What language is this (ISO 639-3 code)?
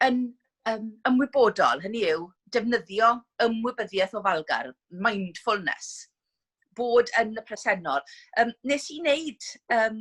cym